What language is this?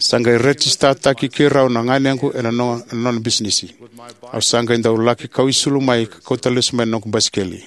Fijian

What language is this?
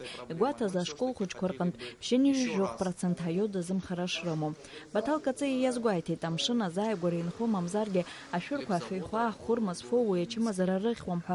Abkhazian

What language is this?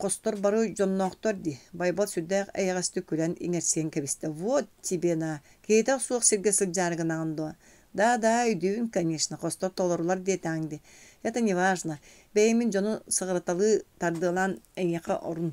Yakut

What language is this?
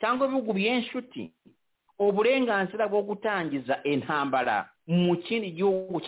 Kinyarwanda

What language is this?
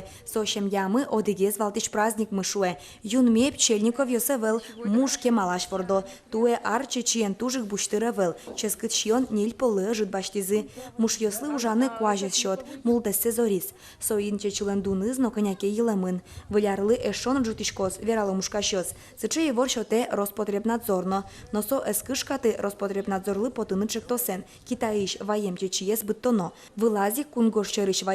Udmurt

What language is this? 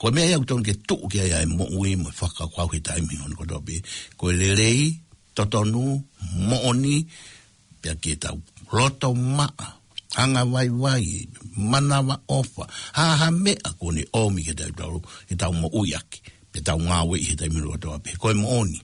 Tongan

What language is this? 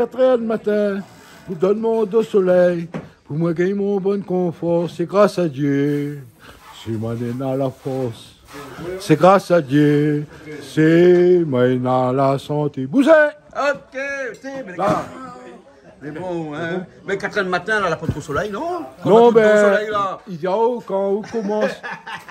Réunion Creole French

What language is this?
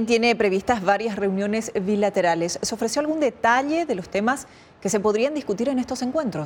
Spanish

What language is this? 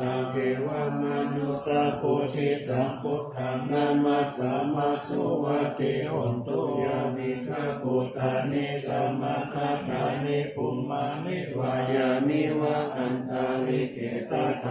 Pali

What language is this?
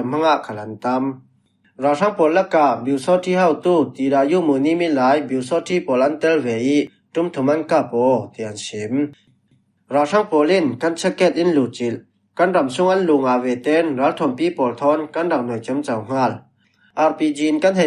Falam Chin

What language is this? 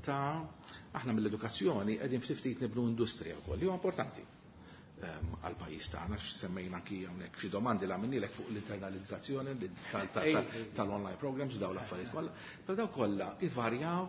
Maltese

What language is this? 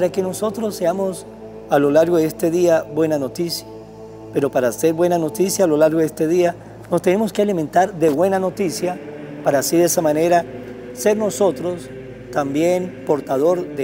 Spanish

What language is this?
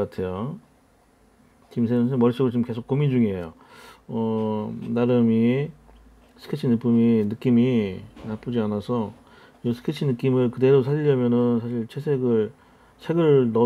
Korean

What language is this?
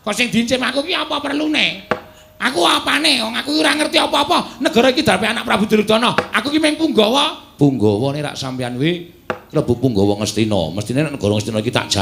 Javanese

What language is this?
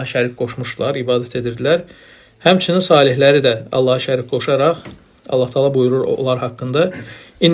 Azerbaijani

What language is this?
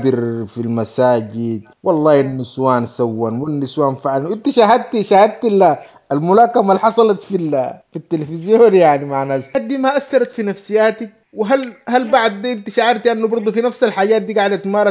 Sudanese Arabic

